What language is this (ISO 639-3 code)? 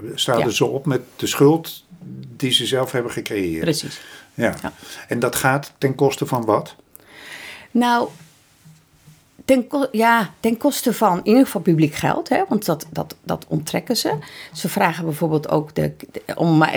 nld